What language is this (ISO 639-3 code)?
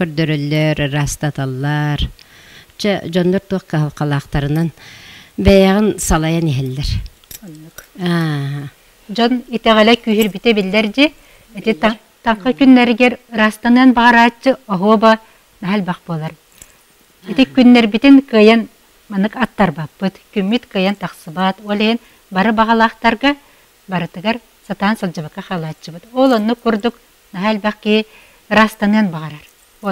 sah